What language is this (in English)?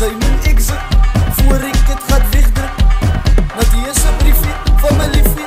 Afrikaans